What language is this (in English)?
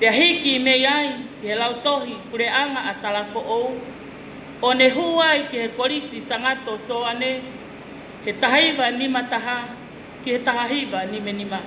Tongan